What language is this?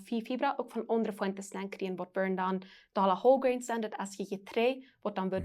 Plautdietsch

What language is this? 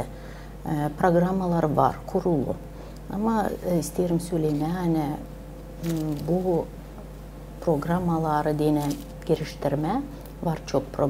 Gagauz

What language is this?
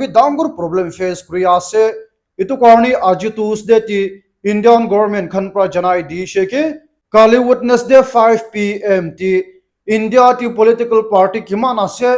Naga Pidgin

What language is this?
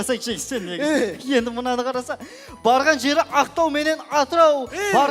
Kara-Kalpak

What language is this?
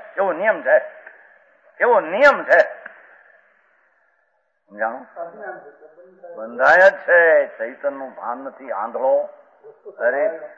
Gujarati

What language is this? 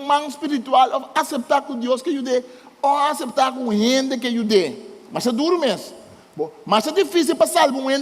Papiamento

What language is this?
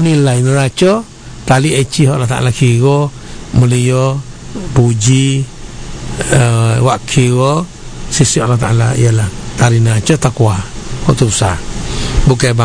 Malay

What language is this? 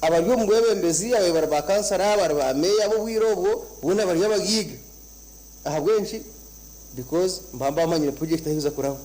Nyankole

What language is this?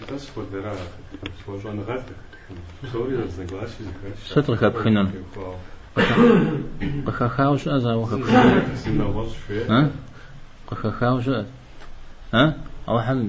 Kabardian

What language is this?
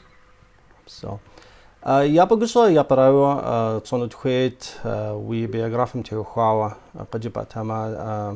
Kabardian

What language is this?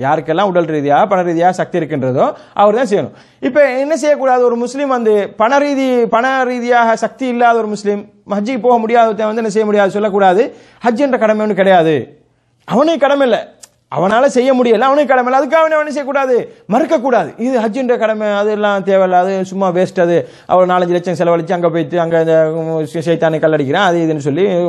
Tamil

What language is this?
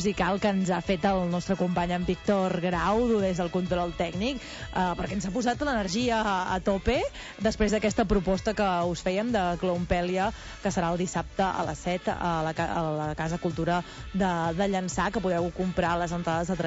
Catalan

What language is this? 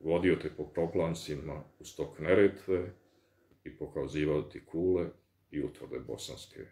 Bosnian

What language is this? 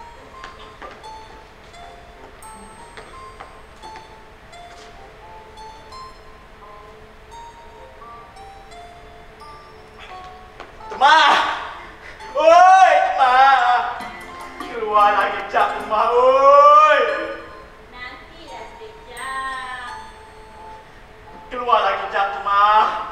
Malay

